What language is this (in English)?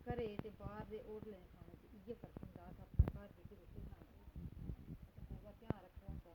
Dogri